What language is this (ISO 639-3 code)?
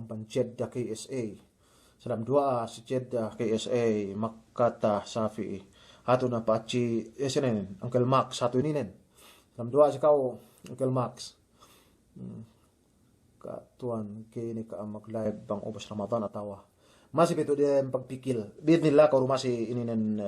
yka